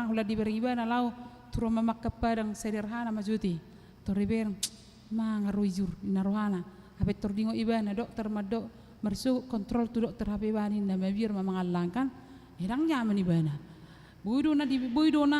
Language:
Batak Toba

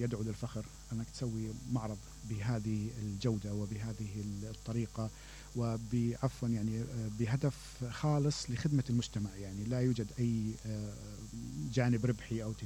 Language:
Mesopotamian Arabic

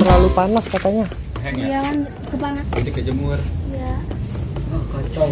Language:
Betawi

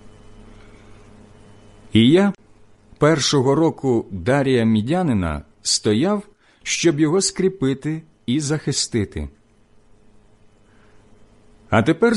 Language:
Ukrainian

